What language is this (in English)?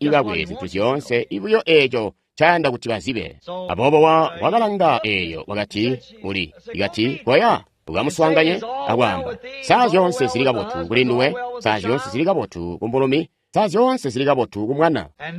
Tonga (Zambia)